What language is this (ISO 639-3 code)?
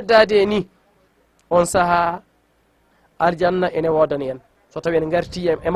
ful